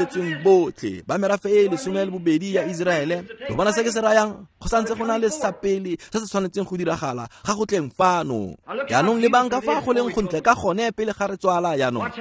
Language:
Tswana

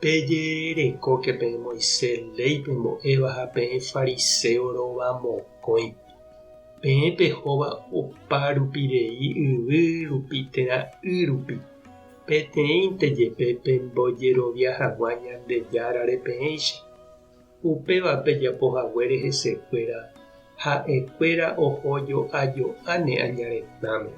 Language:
Guarani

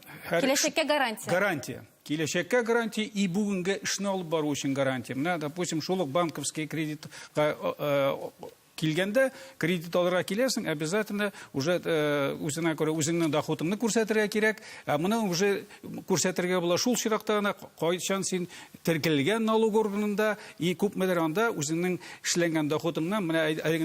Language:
Tatar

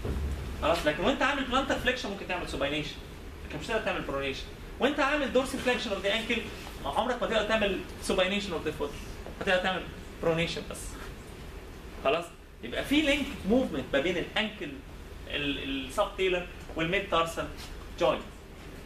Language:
Egyptian Arabic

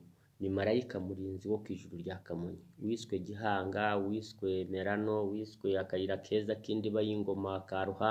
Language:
Kinyarwanda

